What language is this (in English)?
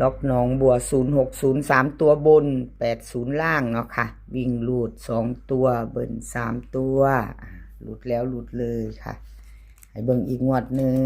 Northeastern Thai